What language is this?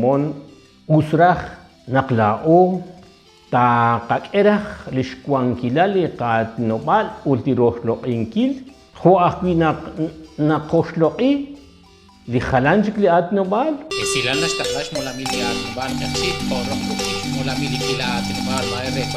Kekchí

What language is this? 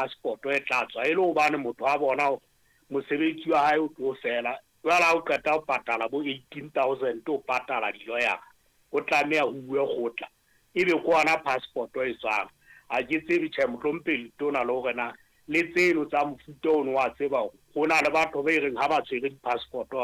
Southern Sotho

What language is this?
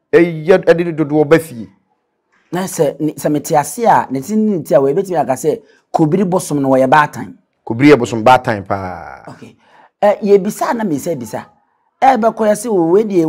Akan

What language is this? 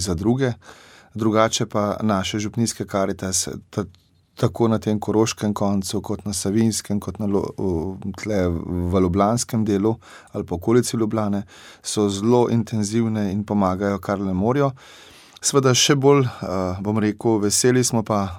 Slovenian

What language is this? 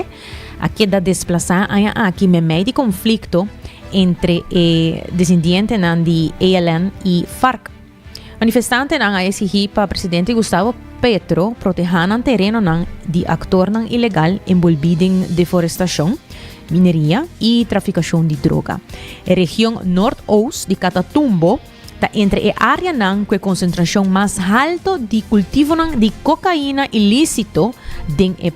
Papiamento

